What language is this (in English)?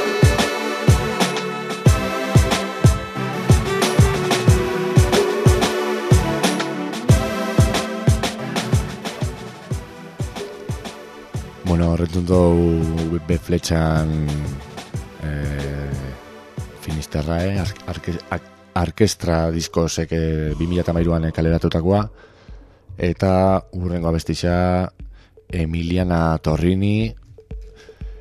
Basque